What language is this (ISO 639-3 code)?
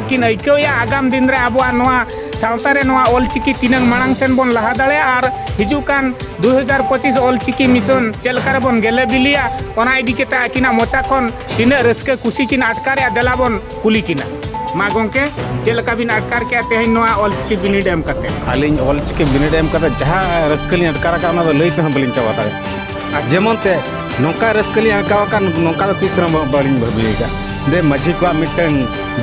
sat